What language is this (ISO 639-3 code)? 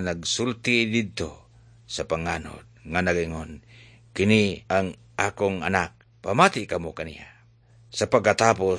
ceb